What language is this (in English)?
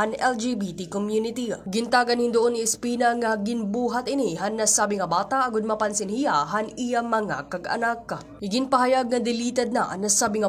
Waray